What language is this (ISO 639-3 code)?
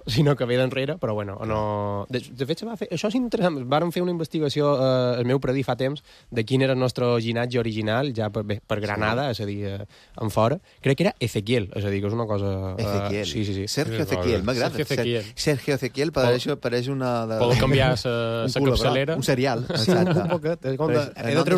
cat